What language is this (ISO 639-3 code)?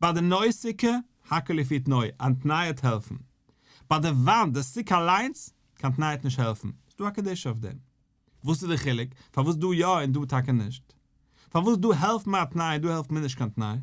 yid